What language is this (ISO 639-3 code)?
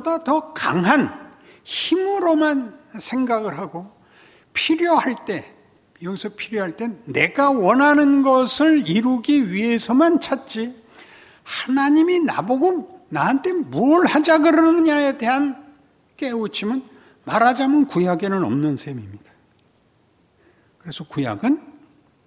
kor